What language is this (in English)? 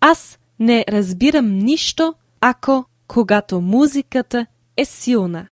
Bulgarian